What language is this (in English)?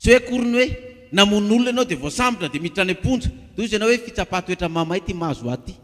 Malagasy